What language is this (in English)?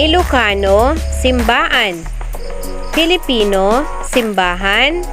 Iloko